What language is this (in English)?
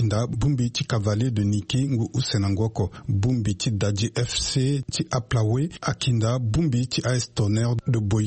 Sango